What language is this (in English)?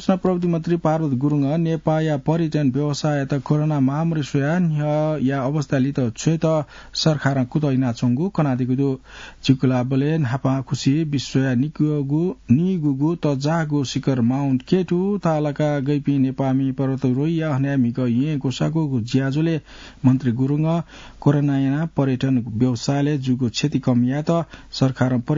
Newari